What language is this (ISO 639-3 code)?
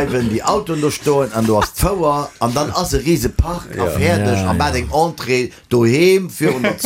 ltz